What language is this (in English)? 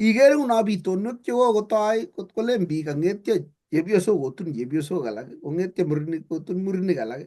Kalenjin